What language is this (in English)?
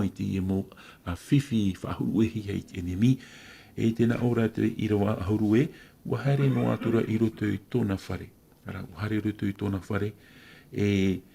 Tahitian